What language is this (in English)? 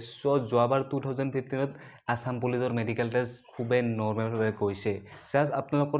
Assamese